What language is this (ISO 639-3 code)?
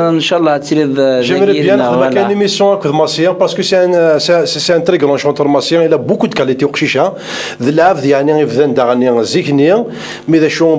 kab